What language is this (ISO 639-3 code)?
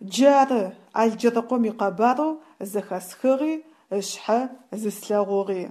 ady